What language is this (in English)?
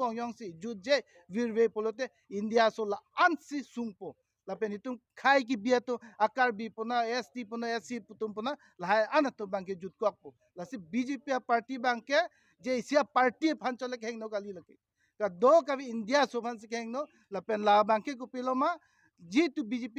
Karbi